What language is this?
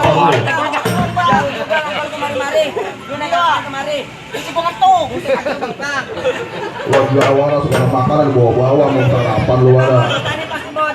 Betawi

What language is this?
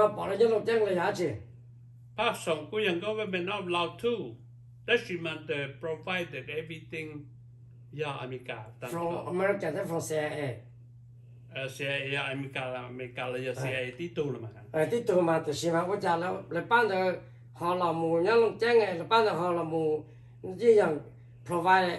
Vietnamese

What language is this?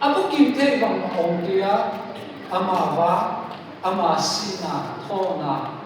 Tedim Chin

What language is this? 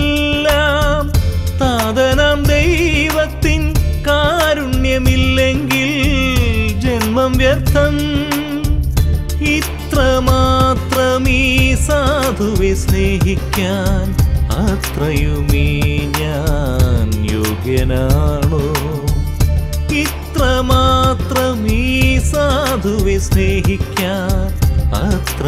Malayalam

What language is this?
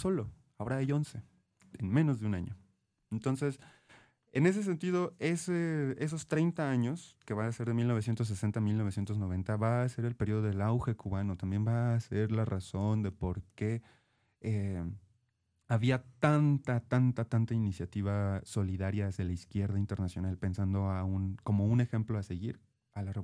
Spanish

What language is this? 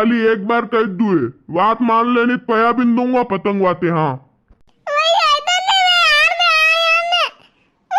Rajasthani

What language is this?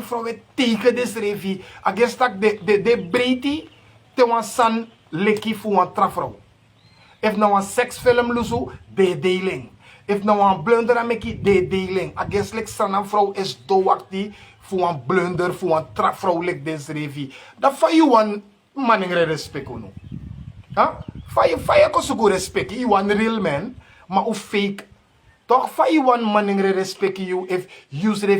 Sranan Tongo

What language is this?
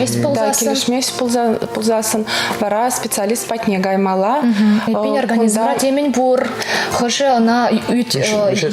Chuvash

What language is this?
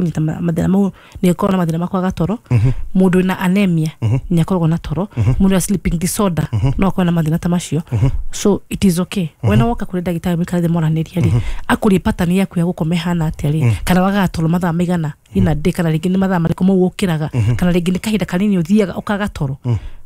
Kikuyu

